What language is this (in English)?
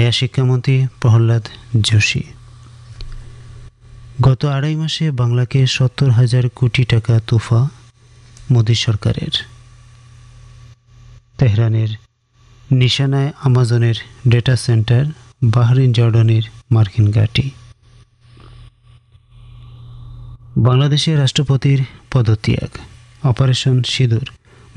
Bangla